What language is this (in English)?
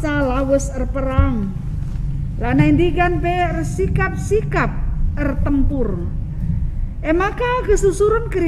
Batak Karo